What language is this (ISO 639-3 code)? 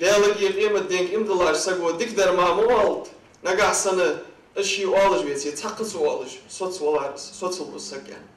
inh